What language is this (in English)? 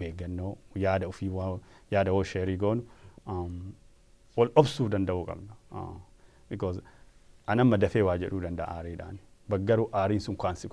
Oromo